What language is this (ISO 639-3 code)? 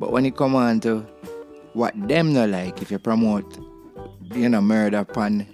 jam